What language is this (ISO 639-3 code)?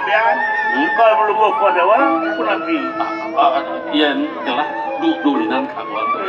ban